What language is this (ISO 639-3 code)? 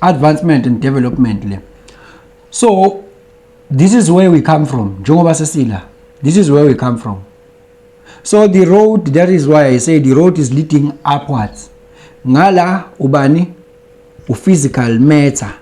zul